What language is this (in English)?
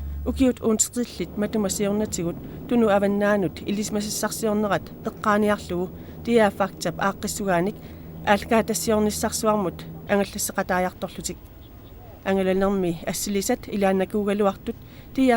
Kalaallisut